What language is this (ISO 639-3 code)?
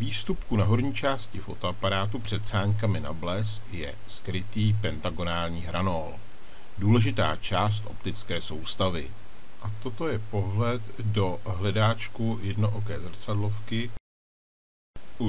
ces